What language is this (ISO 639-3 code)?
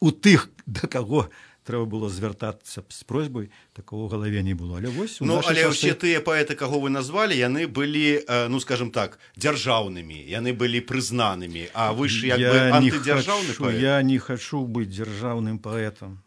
bel